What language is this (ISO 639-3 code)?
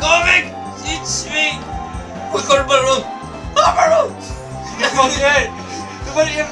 fao